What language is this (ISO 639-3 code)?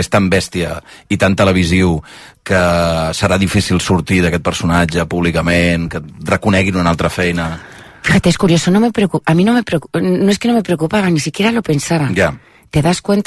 cat